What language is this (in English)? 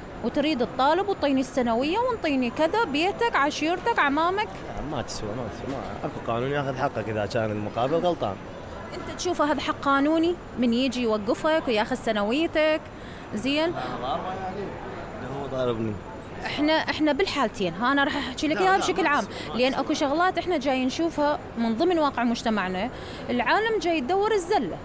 Mesopotamian Arabic